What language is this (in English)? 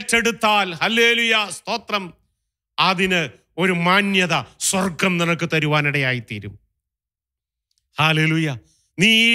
Malayalam